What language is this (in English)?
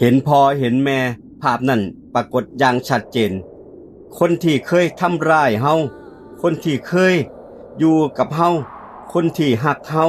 Northeastern Thai